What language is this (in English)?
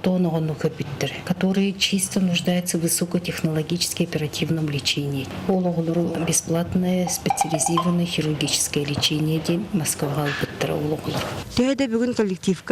Yakut